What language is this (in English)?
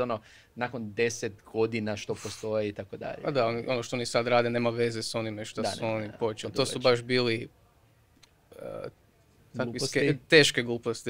Croatian